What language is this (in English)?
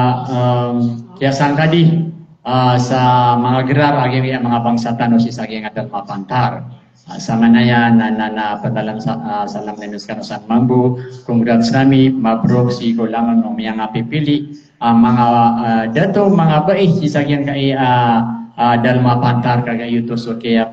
Maranao